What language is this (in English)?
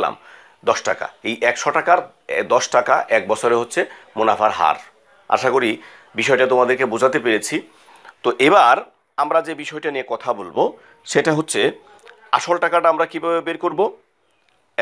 Bangla